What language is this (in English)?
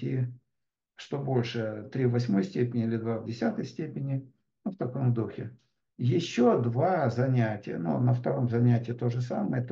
Russian